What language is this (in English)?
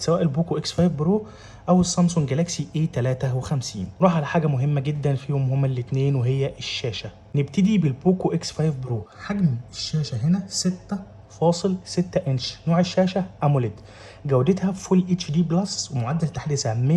Egyptian Arabic